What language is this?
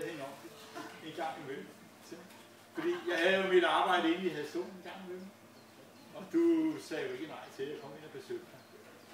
Danish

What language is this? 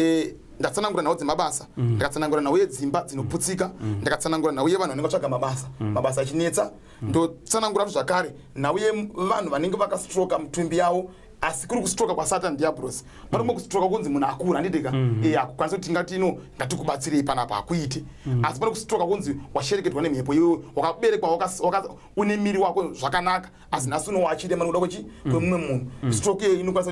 Shona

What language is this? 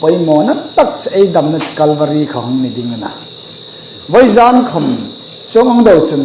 Hmar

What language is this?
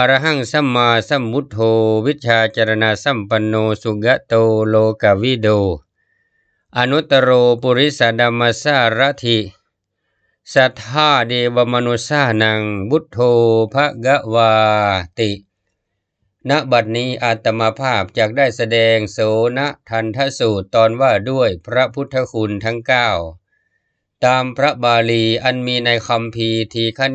Thai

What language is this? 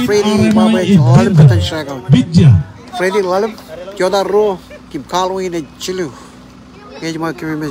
Marshallese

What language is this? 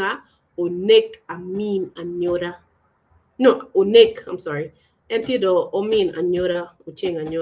Acoli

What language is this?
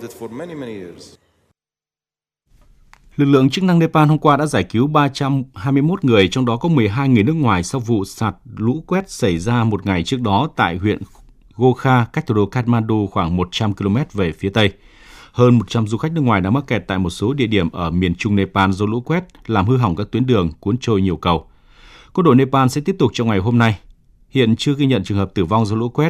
Vietnamese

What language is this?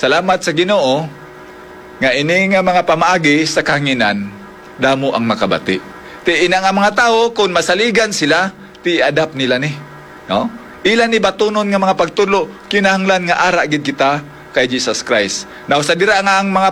Hiligaynon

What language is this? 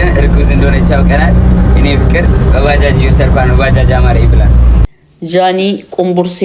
Amharic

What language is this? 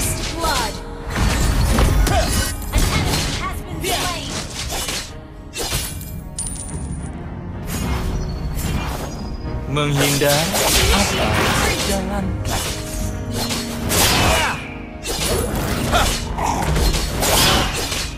Indonesian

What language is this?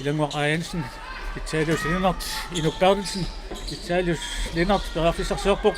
Kalaallisut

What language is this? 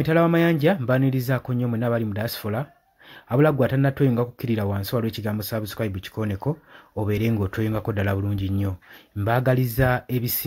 Ganda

